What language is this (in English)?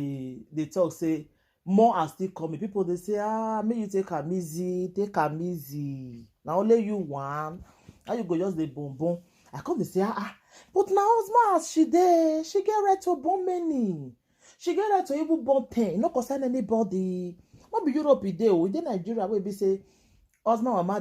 Nigerian Pidgin